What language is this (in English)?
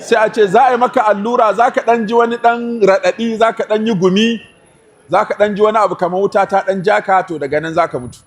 Hausa